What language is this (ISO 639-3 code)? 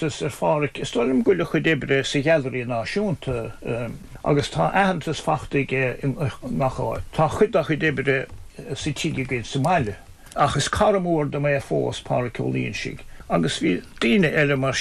gle